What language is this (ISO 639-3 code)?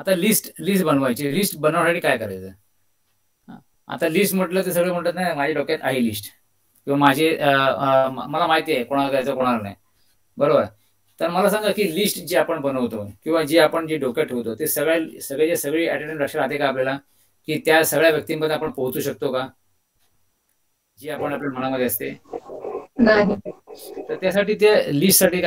mar